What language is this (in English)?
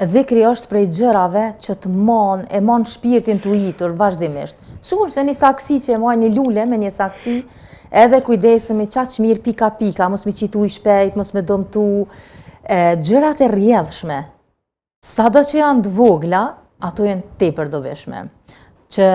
Albanian